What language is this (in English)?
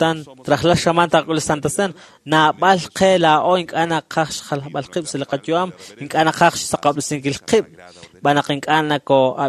Kekchí